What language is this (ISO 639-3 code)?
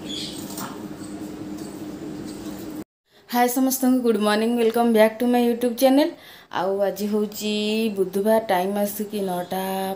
ori